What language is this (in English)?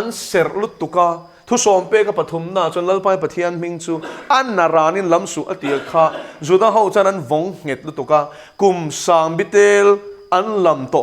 Mizo